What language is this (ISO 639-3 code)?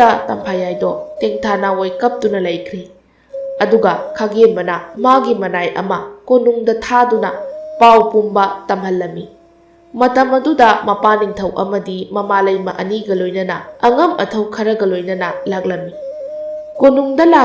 mni